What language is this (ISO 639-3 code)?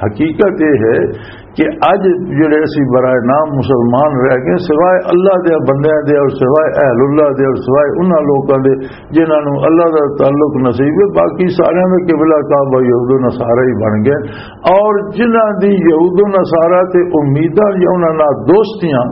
lah